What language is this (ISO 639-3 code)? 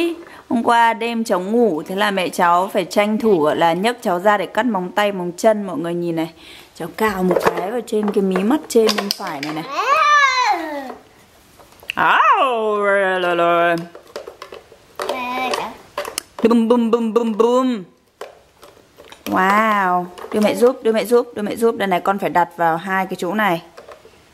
vie